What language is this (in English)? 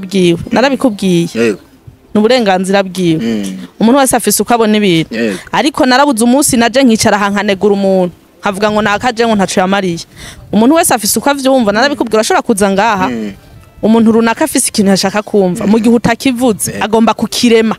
Rundi